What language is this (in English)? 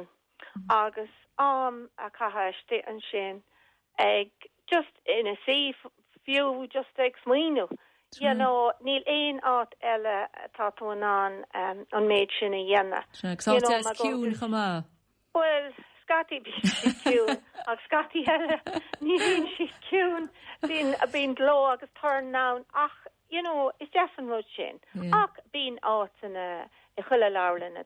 Irish